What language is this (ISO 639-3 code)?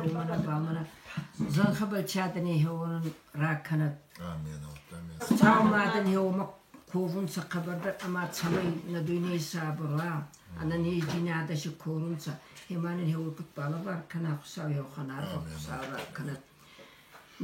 oss